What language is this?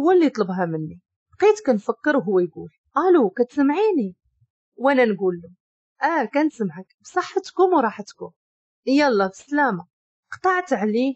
Moroccan Arabic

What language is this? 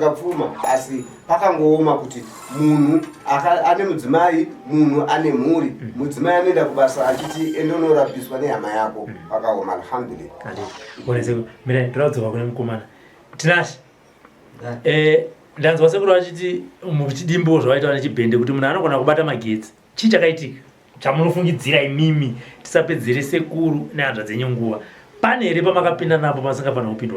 Shona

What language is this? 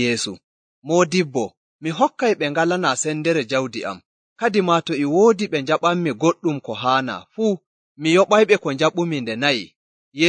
Nigerian Fulfulde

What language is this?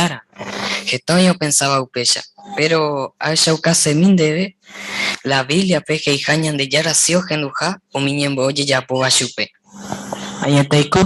Guarani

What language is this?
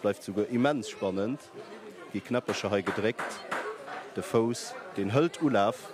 Luxembourgish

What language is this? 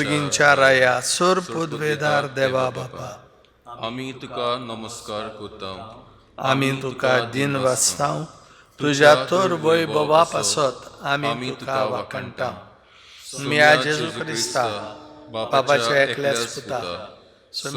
Konkani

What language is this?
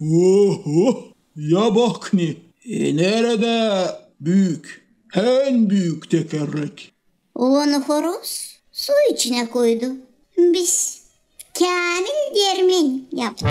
Gagauz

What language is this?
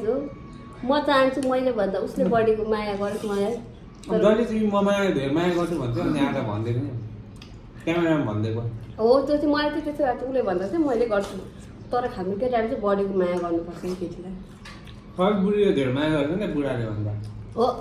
Nepali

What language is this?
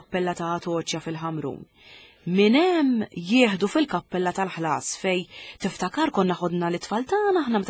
Maltese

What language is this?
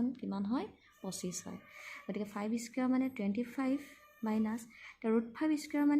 Assamese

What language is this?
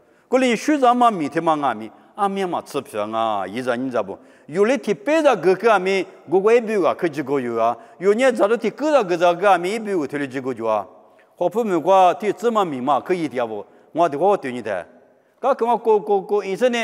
Lisu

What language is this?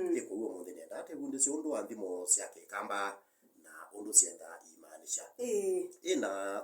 Kamba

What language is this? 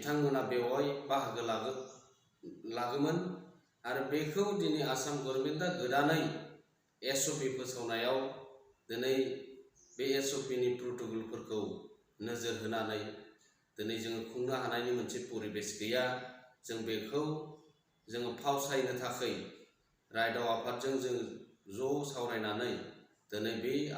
Bodo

